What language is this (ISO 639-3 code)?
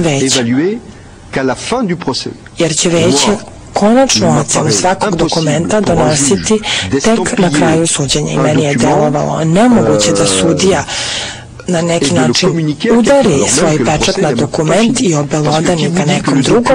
srp